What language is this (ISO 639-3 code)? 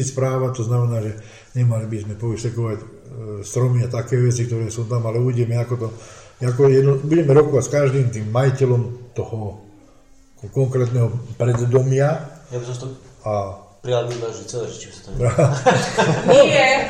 slk